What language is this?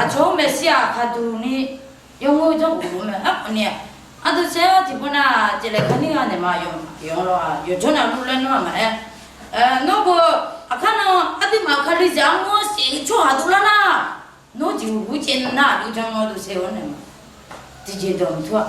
Akha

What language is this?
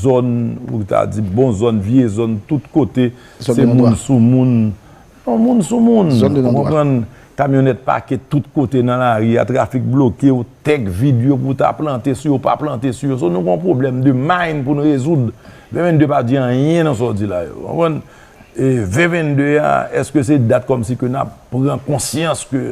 Haitian Creole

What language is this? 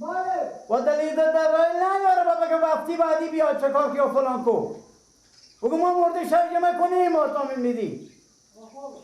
Persian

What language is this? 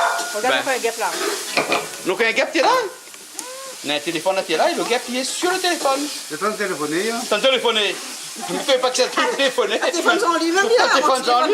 Réunion Creole French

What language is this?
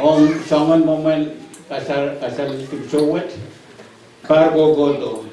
Pohnpeian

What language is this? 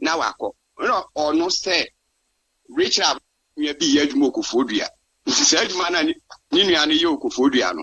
Akan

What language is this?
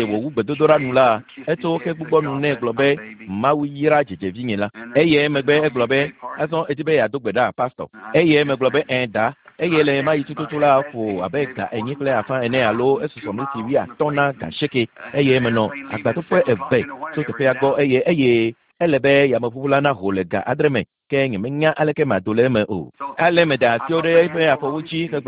Ewe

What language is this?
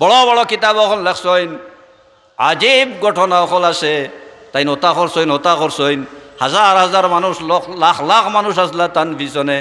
Sylheti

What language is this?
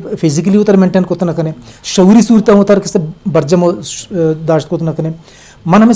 Eastern Balochi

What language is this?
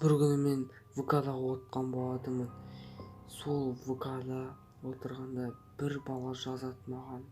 Kazakh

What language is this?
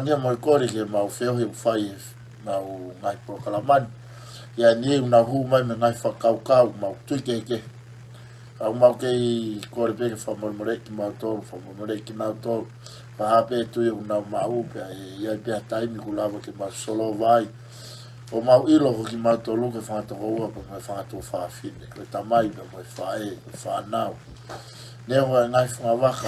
Tongan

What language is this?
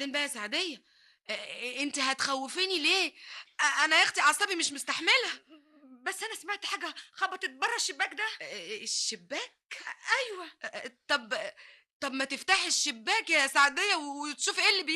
Egyptian Arabic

